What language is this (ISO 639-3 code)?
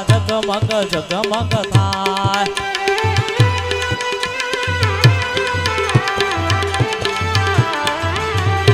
guj